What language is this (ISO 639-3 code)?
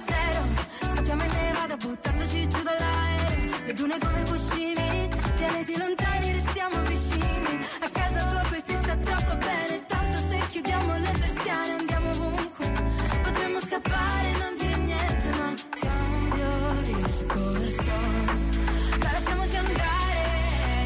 ita